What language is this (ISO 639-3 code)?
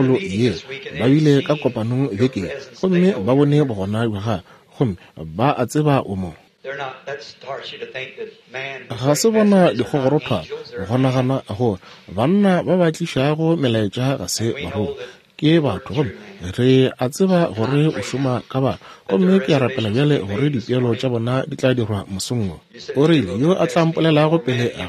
nso